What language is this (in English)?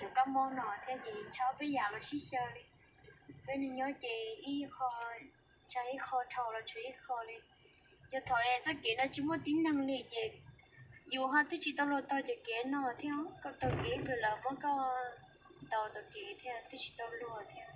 Hmong